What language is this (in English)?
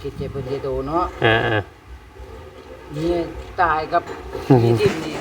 Northeastern Thai